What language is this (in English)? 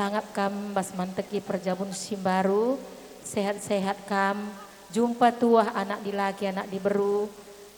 Batak Karo